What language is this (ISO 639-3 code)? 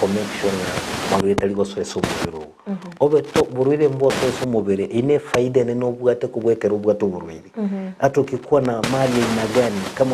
guz